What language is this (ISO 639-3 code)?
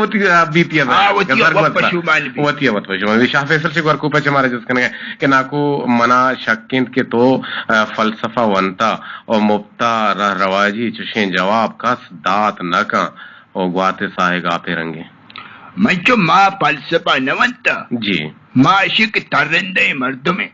bgp